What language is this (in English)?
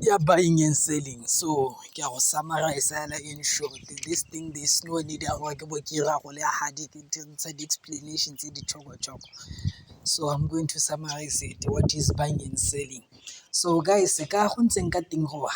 Tswana